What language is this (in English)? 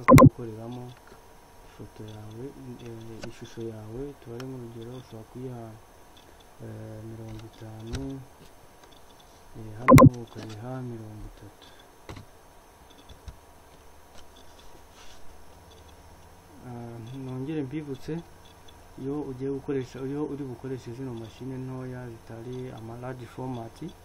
Kinyarwanda